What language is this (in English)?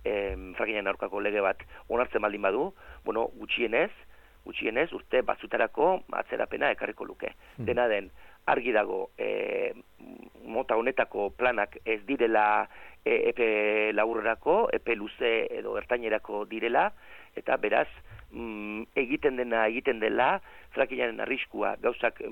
Basque